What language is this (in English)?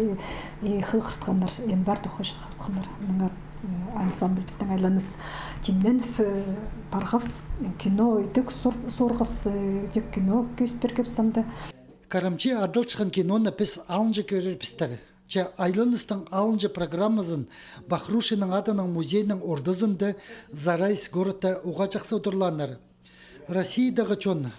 Khakas